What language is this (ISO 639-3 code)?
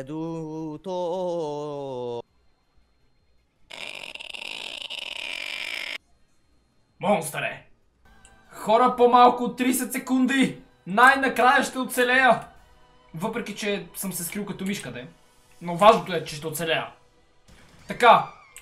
bul